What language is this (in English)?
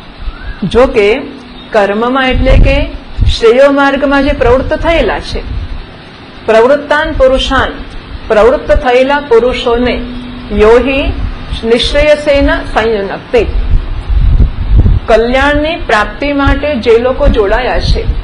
Gujarati